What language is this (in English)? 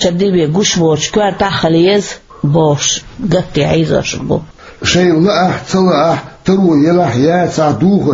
Chechen